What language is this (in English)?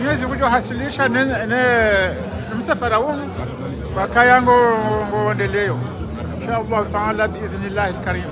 Ngazidja Comorian